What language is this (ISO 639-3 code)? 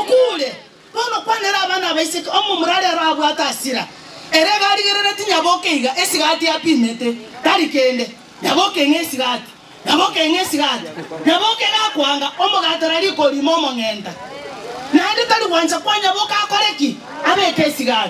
guz